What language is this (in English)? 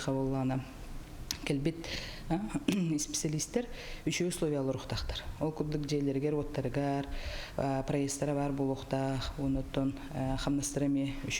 Yakut